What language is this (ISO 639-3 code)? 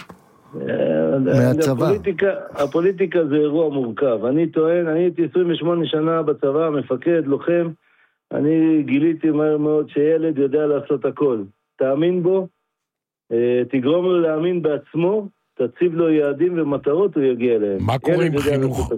heb